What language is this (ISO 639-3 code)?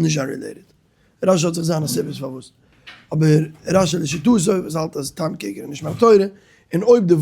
yid